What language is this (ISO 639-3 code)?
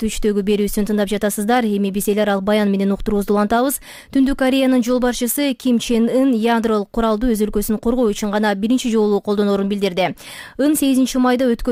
kir